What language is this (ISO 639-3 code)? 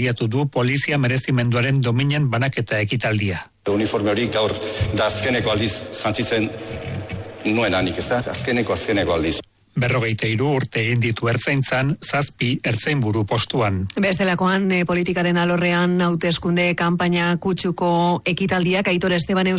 eus